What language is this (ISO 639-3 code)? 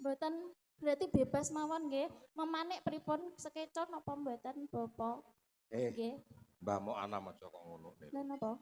jav